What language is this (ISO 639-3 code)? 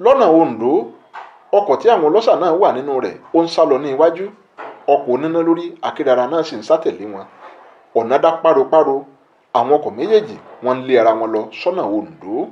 yor